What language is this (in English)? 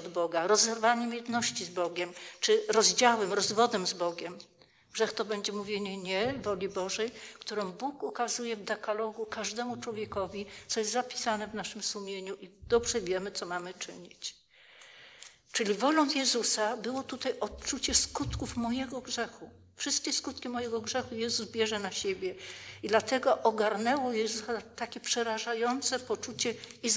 Polish